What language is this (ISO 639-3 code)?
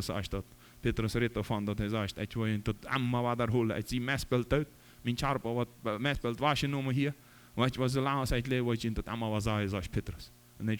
pdt